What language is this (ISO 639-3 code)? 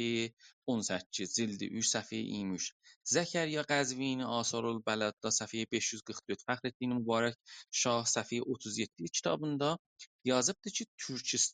azb